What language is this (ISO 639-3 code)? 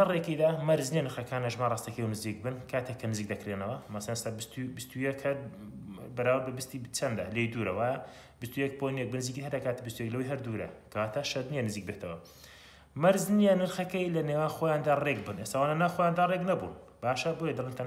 ckb